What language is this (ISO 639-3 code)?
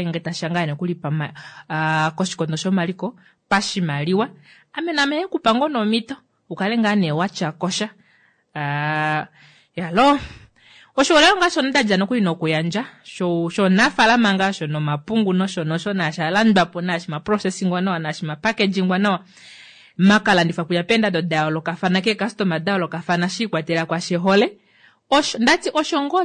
kua